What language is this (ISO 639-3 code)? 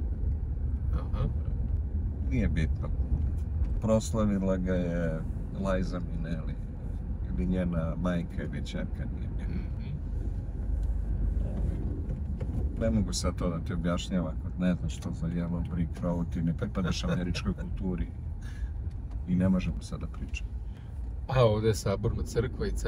srp